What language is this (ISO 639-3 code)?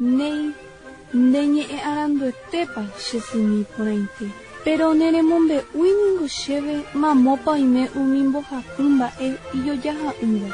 grn